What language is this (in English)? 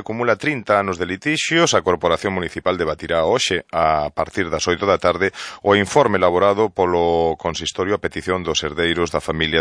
Galician